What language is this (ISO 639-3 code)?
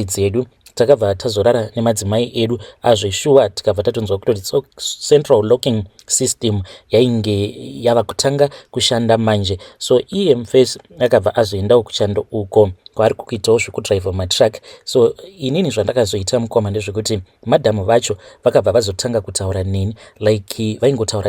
sna